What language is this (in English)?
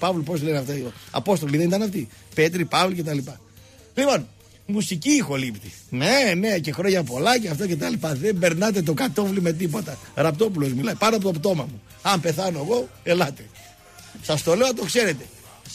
Greek